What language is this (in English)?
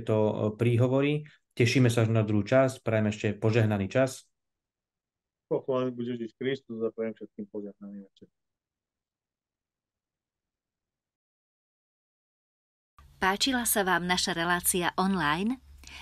Slovak